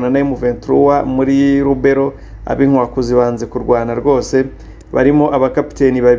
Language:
Kinyarwanda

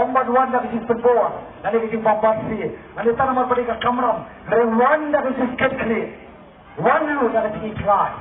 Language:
Khasi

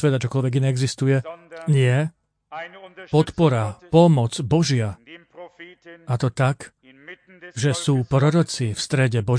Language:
Slovak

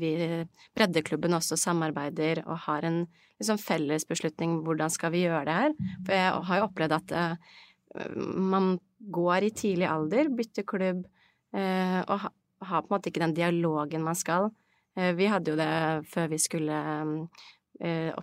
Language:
Norwegian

